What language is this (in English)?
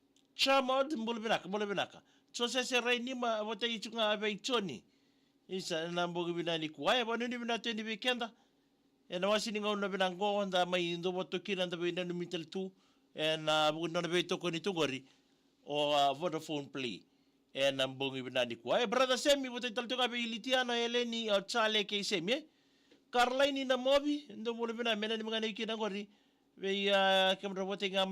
Fijian